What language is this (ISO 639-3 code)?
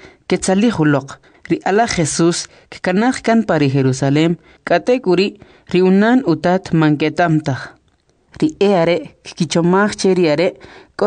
quc